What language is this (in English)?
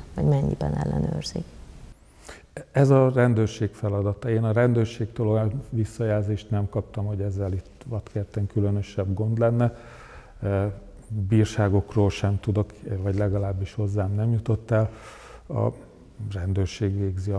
Hungarian